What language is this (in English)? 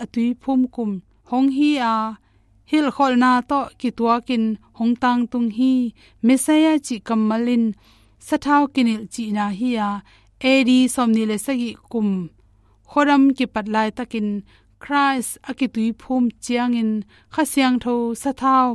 Tedim Chin